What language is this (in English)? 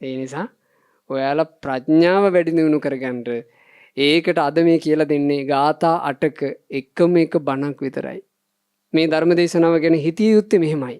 Sinhala